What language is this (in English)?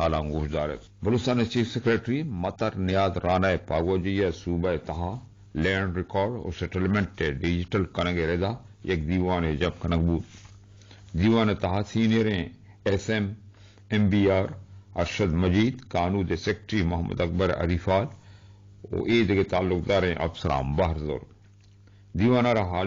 Eastern Balochi